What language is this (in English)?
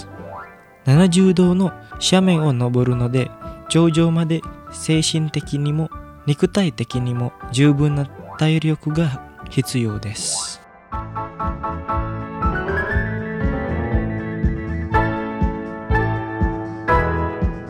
Japanese